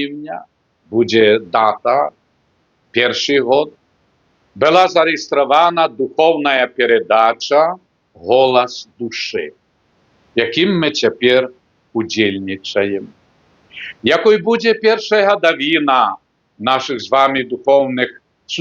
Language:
Belarusian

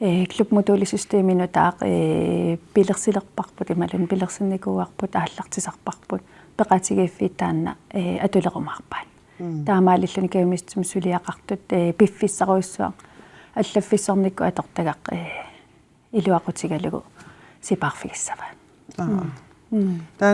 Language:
Kalaallisut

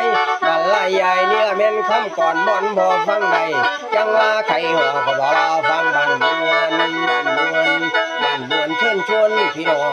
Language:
Northeastern Thai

